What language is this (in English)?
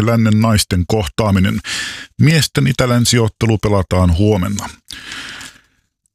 Finnish